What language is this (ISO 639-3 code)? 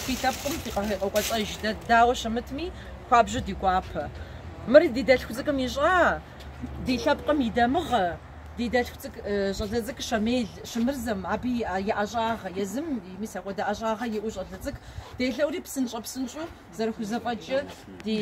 kbd